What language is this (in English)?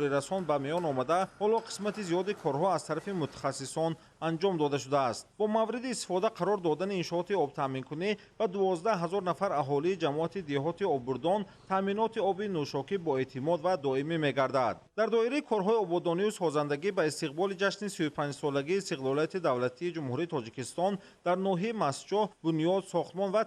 Tajik